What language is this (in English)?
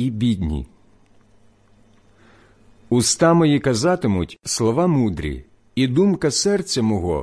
Ukrainian